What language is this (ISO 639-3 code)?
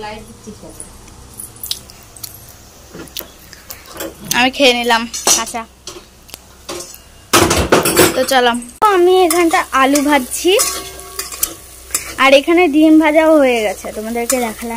ben